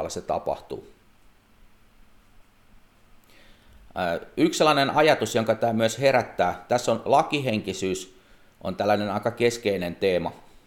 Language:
Finnish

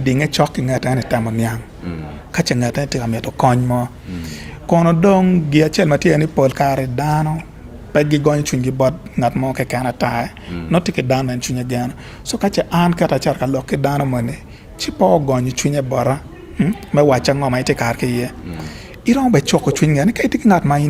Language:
Acoli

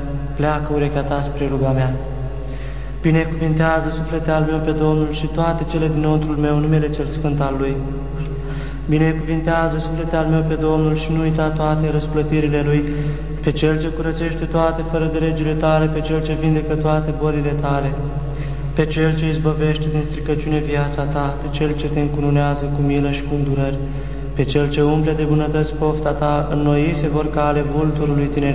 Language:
Romanian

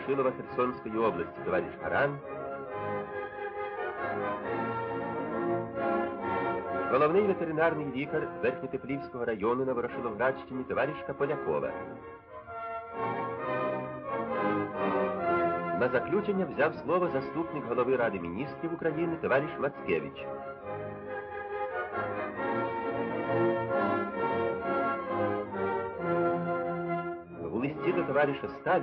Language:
Ukrainian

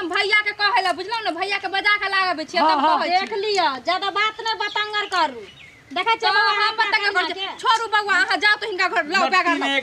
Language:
Maithili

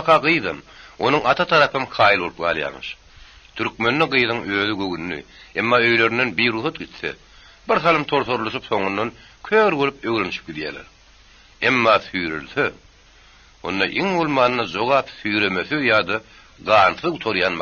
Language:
Turkmen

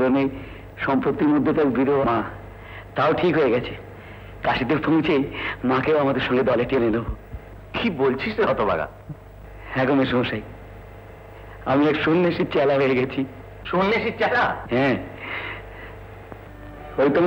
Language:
Bangla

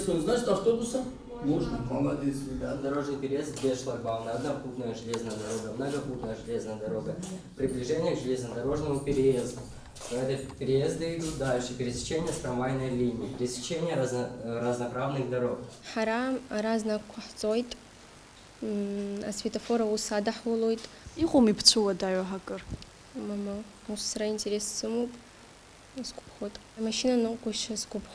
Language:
Abkhazian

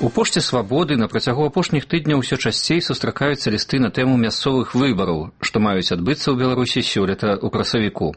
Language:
Belarusian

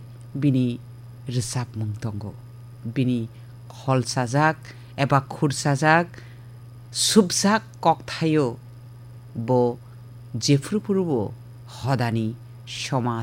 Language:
Kok Borok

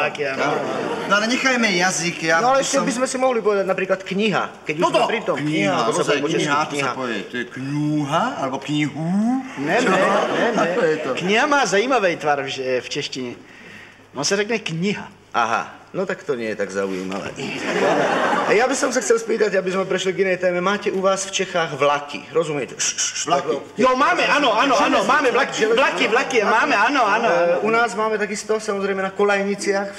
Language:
Slovak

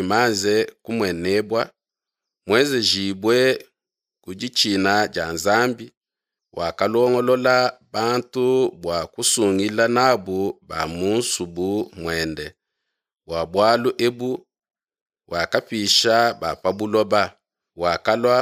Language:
Luba-Lulua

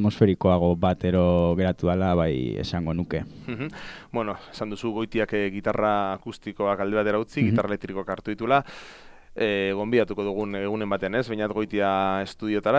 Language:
Basque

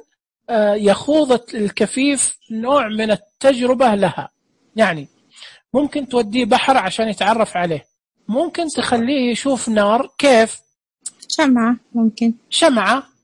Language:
Najdi Arabic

